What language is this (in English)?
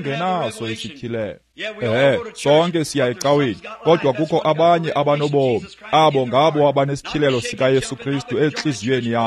Xhosa